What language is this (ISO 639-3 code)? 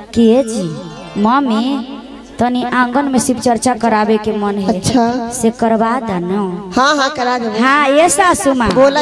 mag